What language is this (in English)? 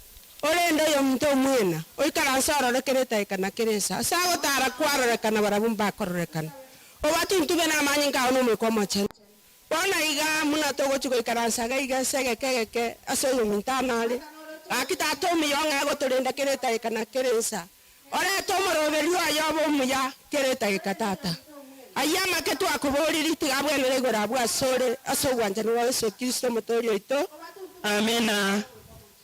Gusii